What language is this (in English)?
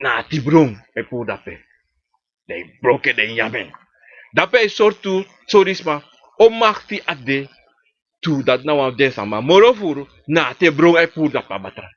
Sranan Tongo